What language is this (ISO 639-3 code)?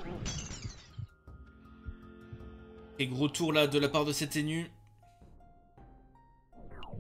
fra